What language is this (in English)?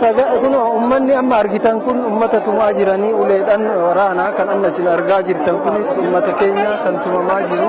Oromo